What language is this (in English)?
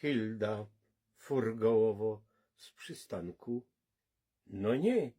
Silesian